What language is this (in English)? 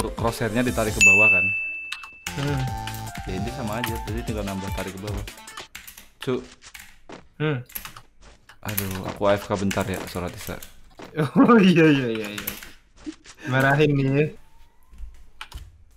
Indonesian